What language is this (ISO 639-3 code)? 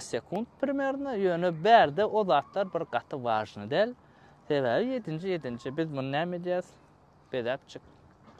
tuk